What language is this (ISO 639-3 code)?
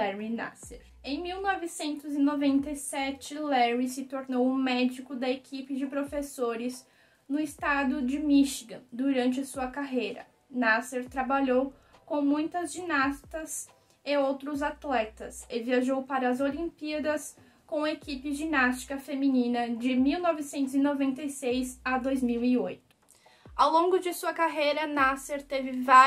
por